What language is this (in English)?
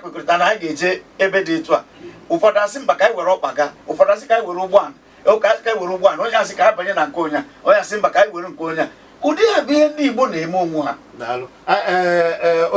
Igbo